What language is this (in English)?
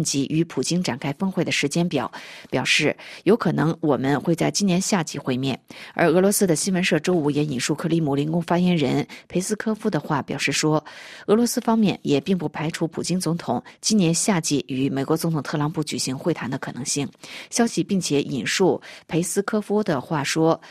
Chinese